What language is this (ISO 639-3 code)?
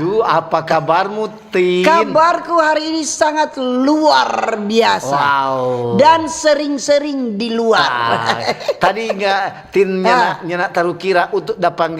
xmm